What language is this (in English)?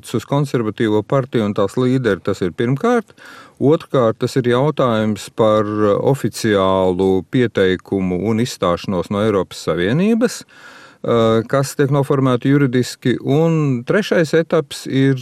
Latvian